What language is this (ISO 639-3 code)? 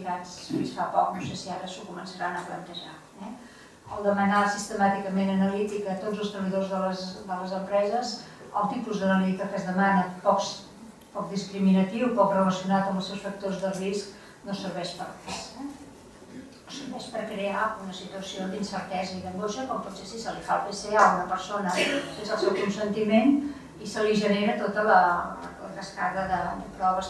cat